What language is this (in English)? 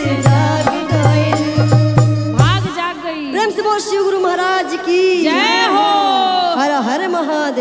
Bhojpuri